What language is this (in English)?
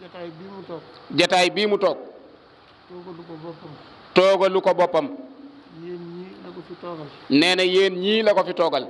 Wolof